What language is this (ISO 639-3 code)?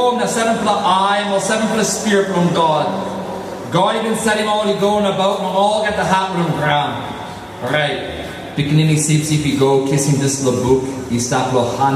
tpi